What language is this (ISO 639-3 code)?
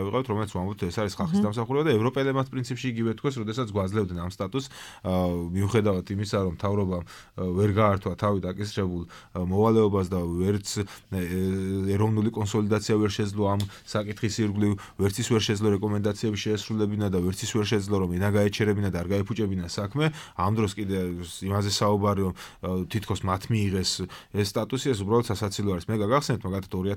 kat